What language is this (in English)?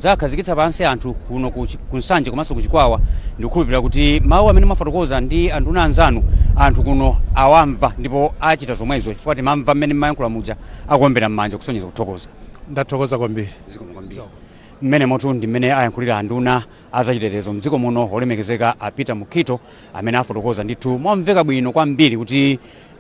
Nyanja